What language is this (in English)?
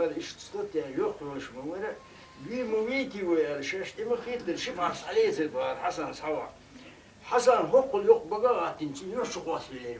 Chechen